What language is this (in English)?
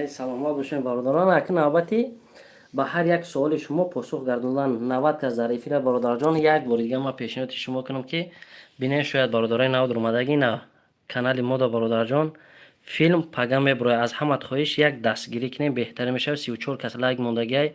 Tajik